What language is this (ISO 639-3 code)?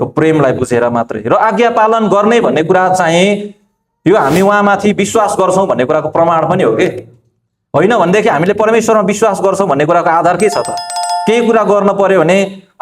nep